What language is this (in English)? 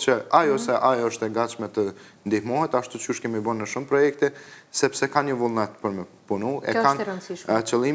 Albanian